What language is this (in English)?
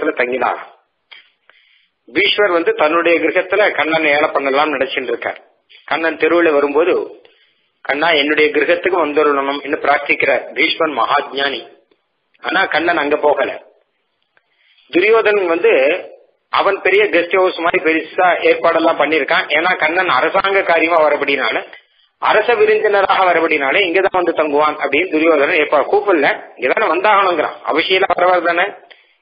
Tamil